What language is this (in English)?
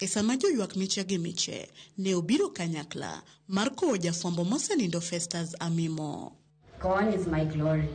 Luo (Kenya and Tanzania)